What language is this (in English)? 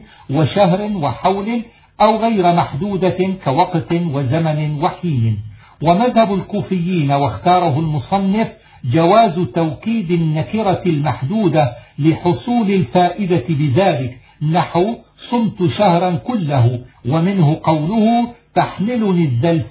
Arabic